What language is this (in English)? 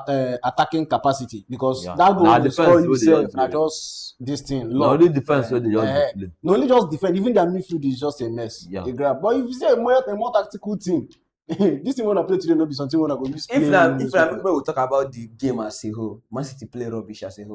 Nigerian Pidgin